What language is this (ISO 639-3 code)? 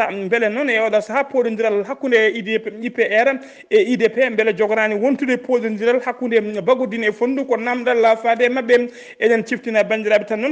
ful